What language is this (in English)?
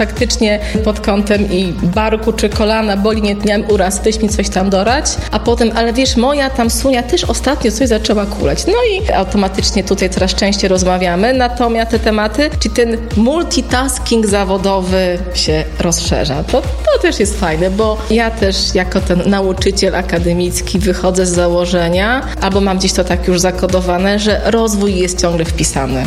Polish